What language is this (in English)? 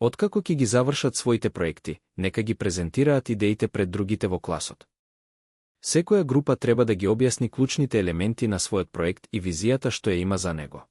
Macedonian